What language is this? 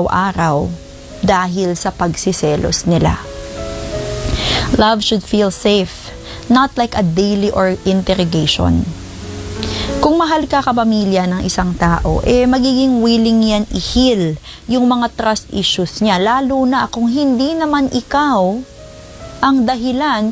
Filipino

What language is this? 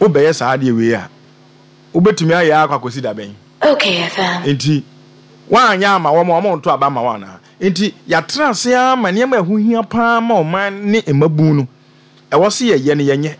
Akan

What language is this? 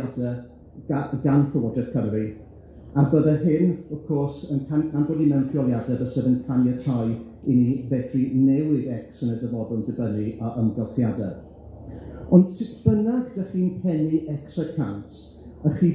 Welsh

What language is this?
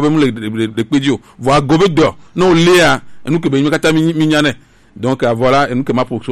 Gen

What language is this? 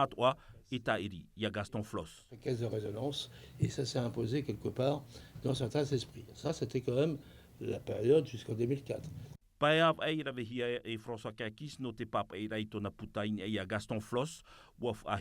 Tahitian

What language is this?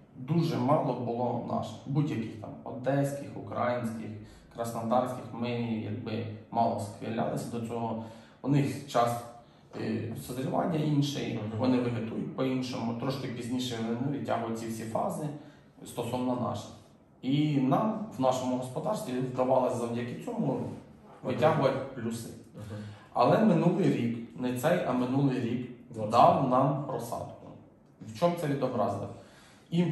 Ukrainian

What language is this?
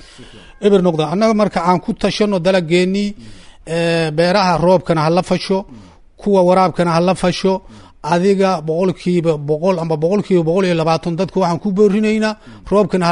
Somali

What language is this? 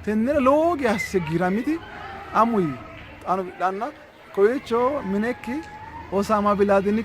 Sidamo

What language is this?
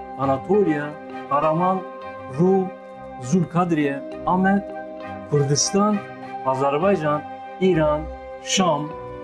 Zaza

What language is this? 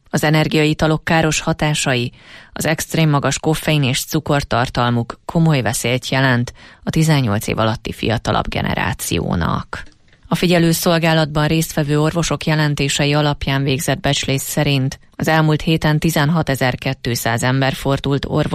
Hungarian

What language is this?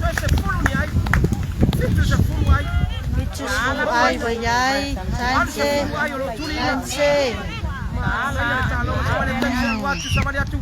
Samoan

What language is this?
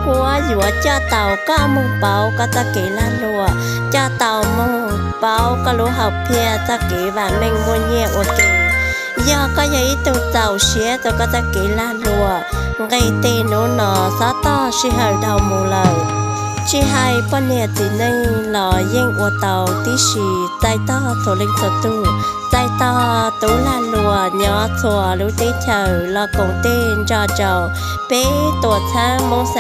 Hmong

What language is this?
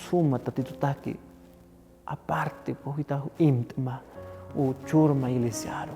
Aymara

